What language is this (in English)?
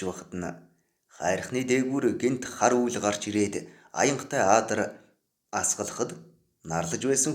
Mongolian